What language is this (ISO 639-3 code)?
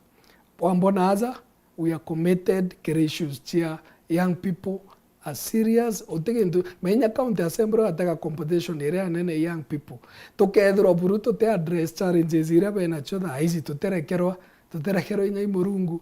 mer